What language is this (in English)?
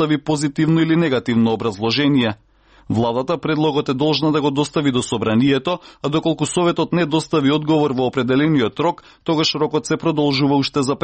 Macedonian